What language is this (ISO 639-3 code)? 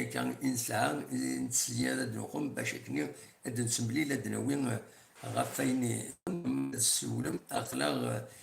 kab